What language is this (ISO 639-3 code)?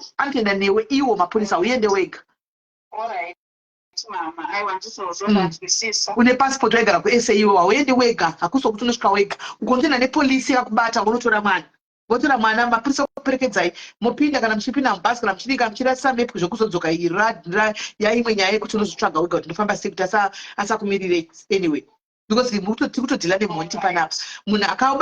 sna